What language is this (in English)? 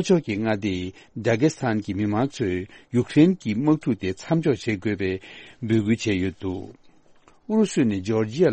Tibetan